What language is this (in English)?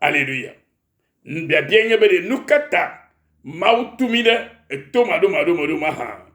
Ewe